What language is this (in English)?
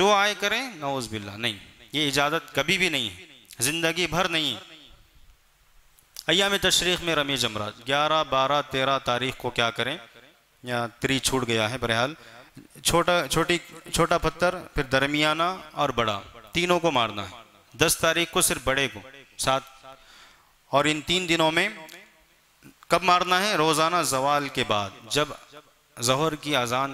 Urdu